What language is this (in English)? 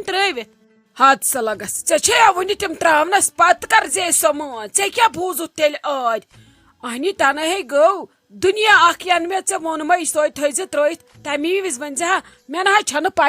Kashmiri